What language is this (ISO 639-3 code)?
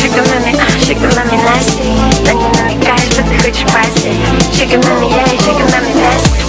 kaa